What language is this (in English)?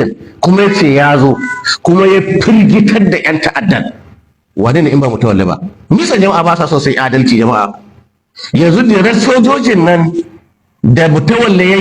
Hausa